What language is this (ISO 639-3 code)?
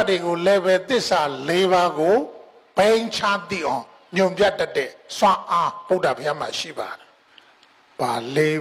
mya